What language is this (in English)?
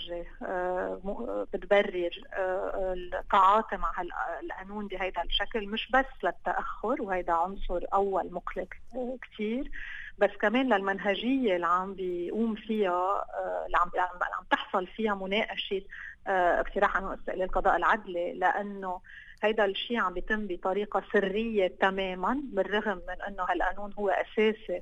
North Levantine Arabic